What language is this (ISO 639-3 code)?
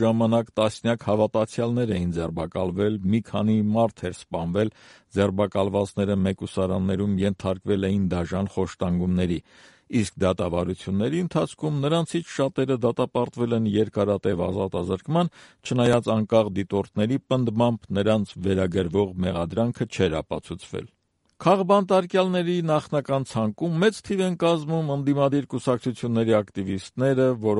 hye